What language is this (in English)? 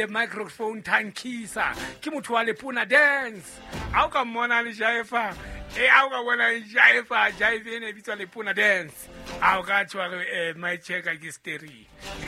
Southern Sotho